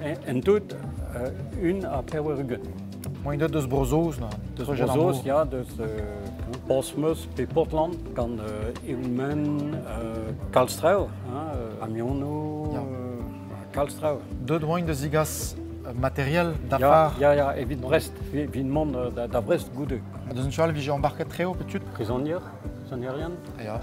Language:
Breton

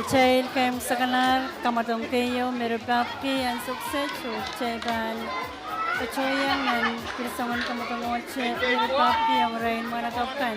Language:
Pohnpeian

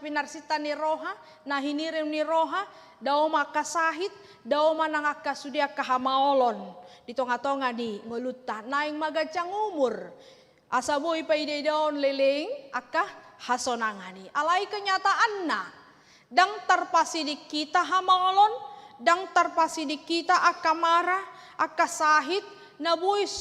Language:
Batak Toba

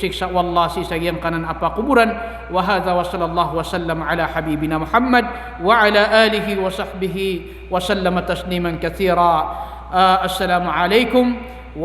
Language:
Maranao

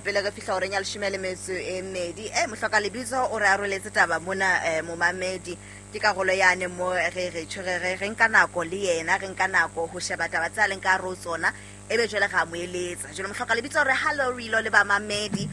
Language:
Southern Sotho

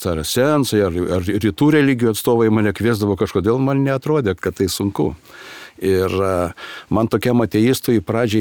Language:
Lithuanian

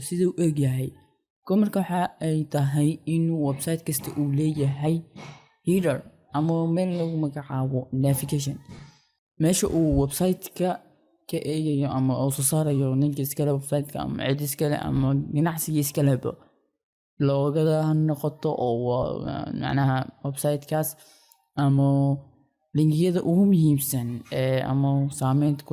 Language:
Somali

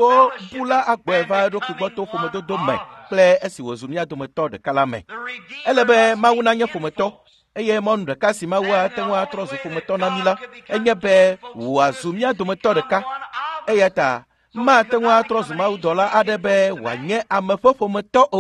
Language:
Ewe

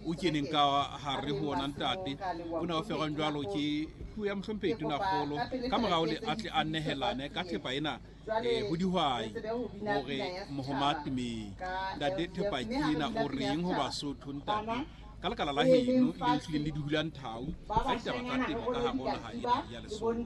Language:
Southern Sotho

